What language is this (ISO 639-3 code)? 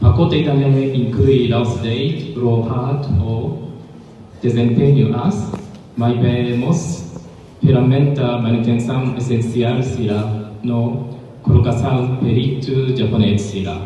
tet